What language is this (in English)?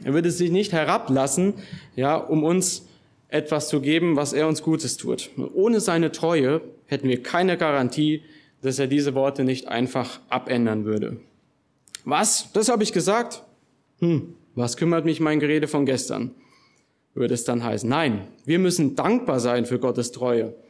German